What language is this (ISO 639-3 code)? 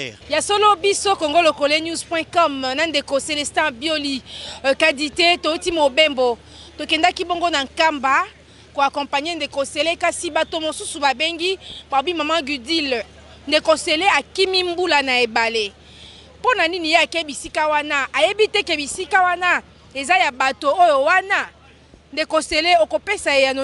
lin